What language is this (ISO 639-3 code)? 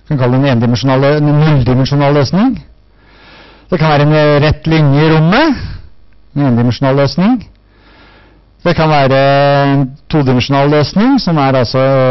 nor